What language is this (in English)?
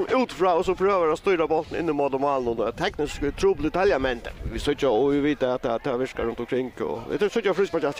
Faroese